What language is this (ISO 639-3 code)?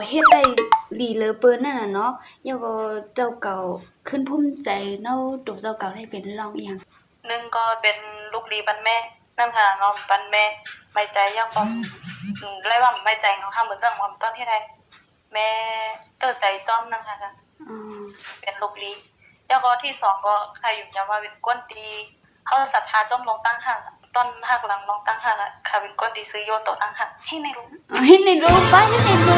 shn